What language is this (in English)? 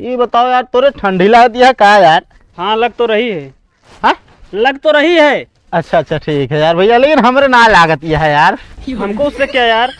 Awadhi